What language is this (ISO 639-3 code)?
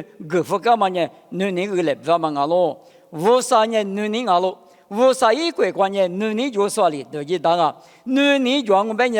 lis